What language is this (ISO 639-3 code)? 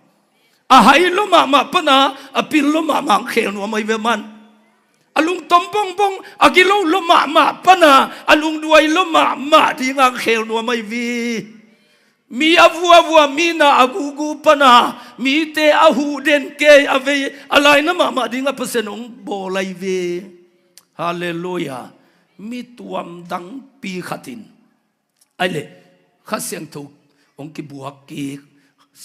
ctd